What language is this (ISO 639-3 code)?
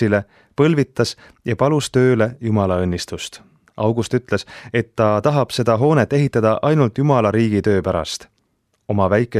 est